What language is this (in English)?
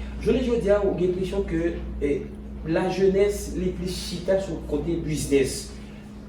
Haitian Creole